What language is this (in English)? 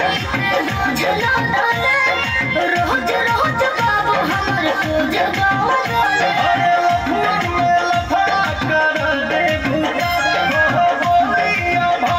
Bhojpuri